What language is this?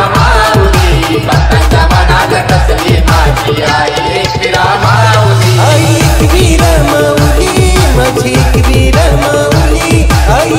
Marathi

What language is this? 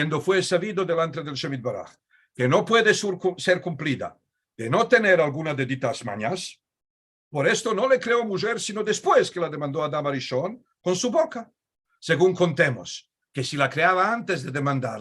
Ladino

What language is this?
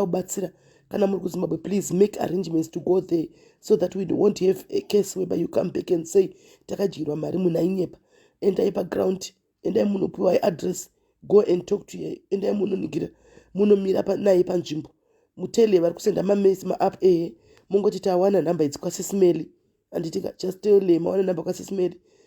Shona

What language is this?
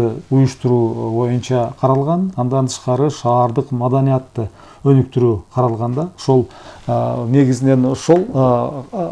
Kyrgyz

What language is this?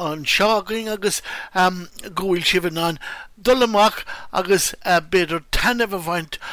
Irish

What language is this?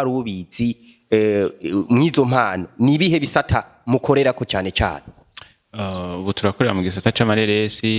Rundi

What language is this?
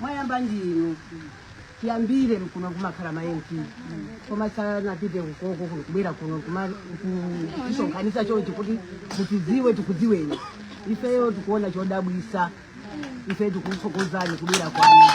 Nyanja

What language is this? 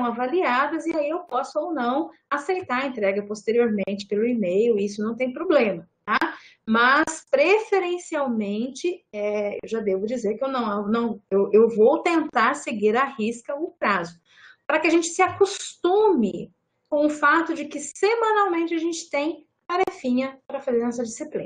Portuguese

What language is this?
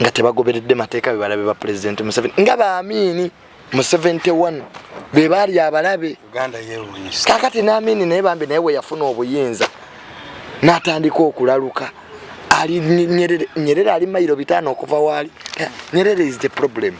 Ganda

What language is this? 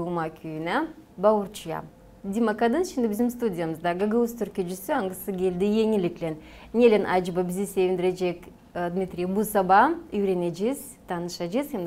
Gagauz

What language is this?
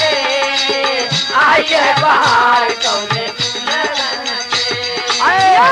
Bhojpuri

